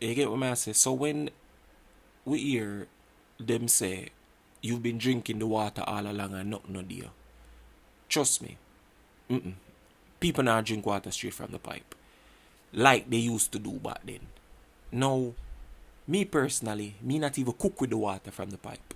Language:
Jamaican Creole English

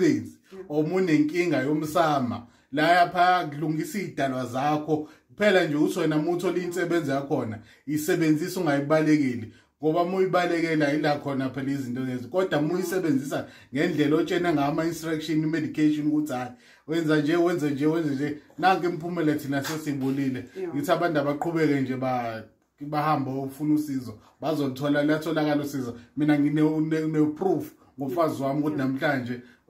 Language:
Zulu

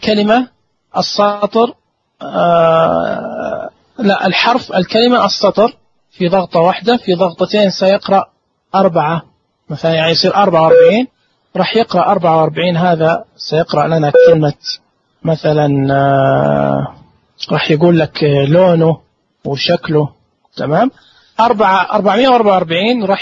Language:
Najdi Arabic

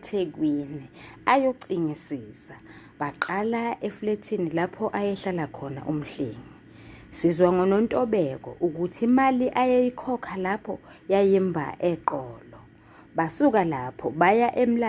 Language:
Zulu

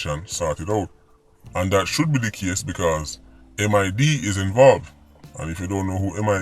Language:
Jamaican Creole English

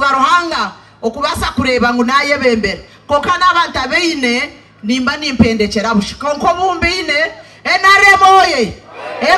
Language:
Nyankole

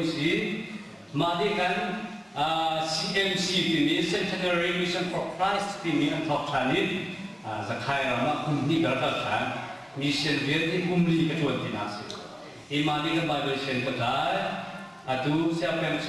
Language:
Hakha Chin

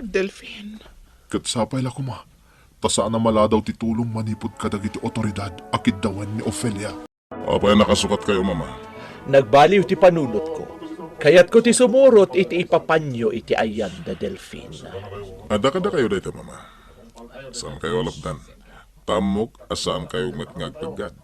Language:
Iloko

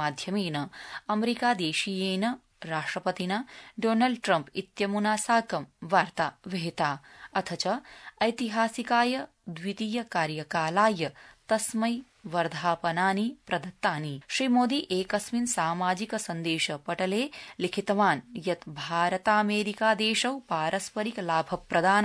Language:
Sanskrit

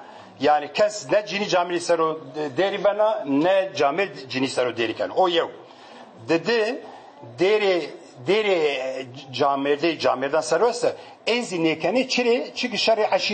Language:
Kurdish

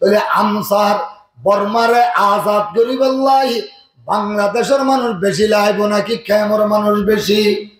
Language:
Rohingya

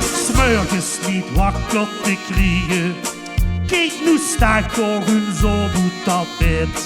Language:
Limburgish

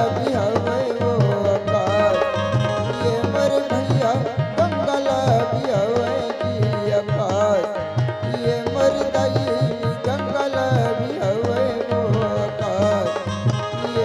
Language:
Chhattisgarhi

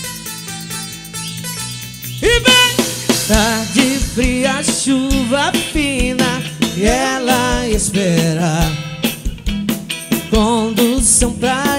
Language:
Portuguese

